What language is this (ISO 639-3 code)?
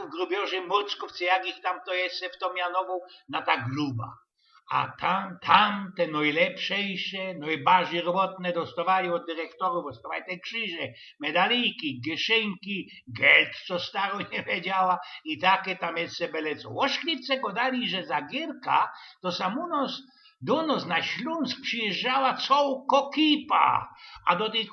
szl